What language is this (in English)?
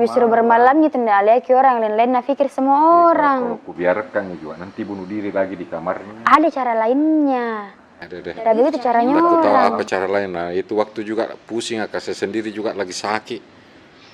Makassar Malay